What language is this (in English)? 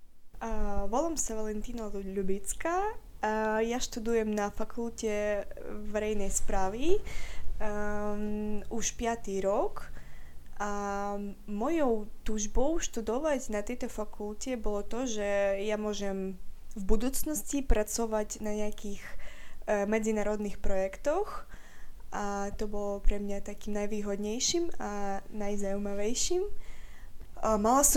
Slovak